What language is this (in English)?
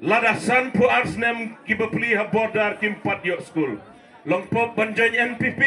Khasi